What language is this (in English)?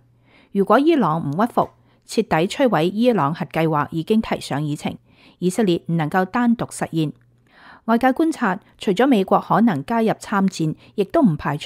Cantonese